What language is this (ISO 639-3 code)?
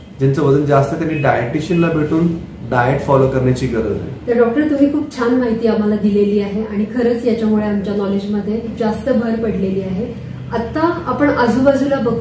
mar